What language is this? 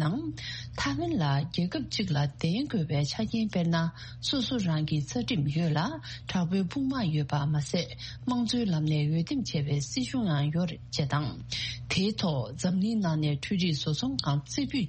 Tibetan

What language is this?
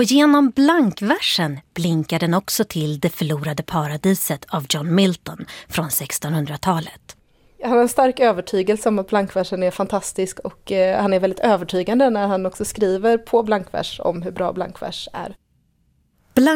Swedish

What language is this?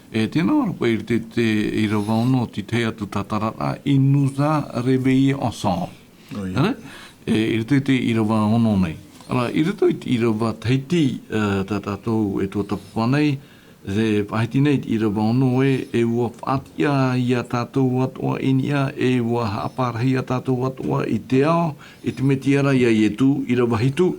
Tahitian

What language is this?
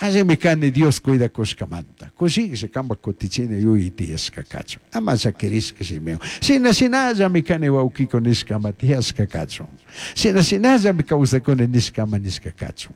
Chimborazo Highland Quichua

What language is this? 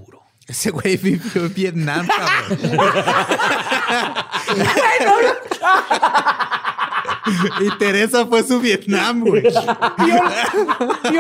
Spanish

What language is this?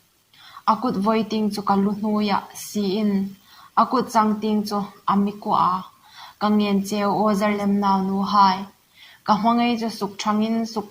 Hmar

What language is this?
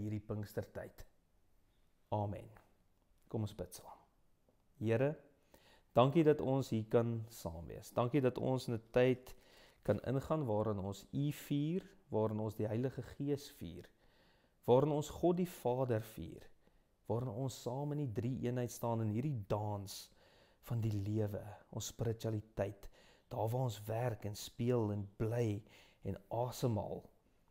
Afrikaans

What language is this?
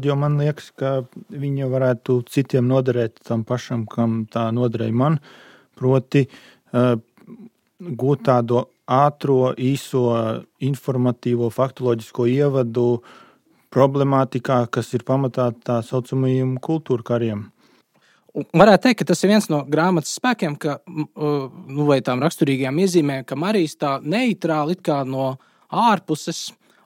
Latvian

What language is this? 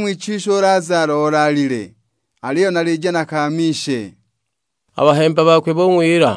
Sukuma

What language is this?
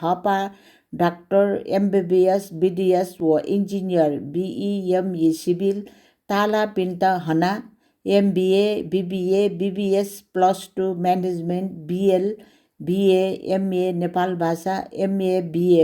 Newari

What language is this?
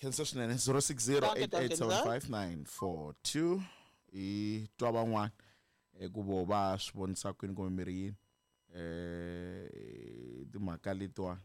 Tsonga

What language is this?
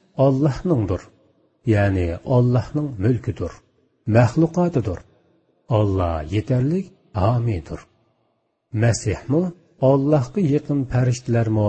Uyghur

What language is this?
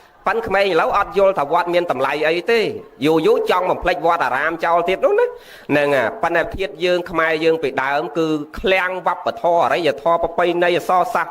Khmer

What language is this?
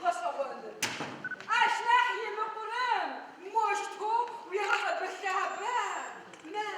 Adyghe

